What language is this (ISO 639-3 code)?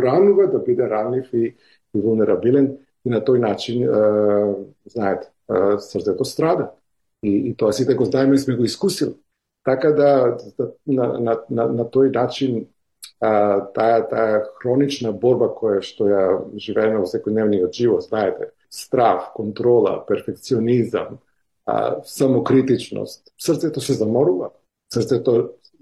mkd